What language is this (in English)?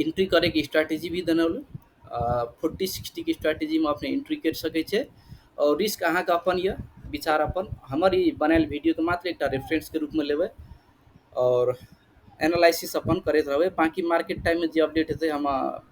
Maithili